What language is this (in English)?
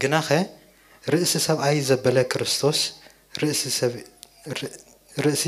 Tigrinya